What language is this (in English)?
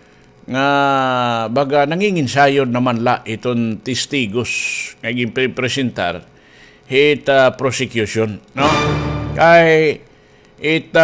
Waray